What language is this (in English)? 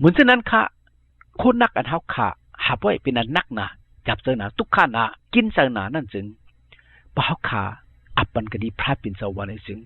Shan